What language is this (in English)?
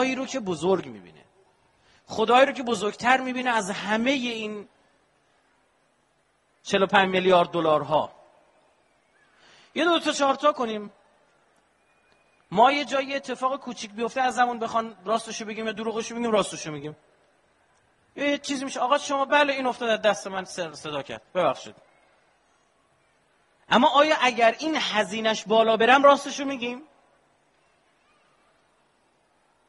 Persian